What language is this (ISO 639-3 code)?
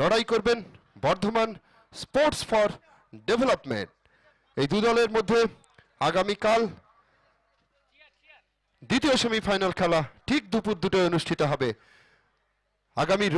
ben